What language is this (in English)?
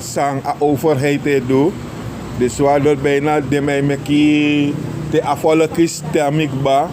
Sranan Tongo